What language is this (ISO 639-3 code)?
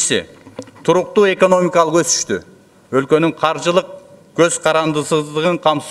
kir